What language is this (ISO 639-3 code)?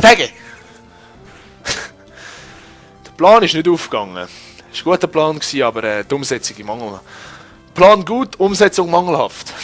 gsw